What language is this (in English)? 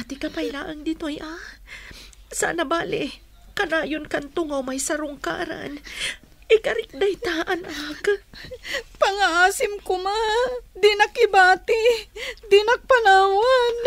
Iloko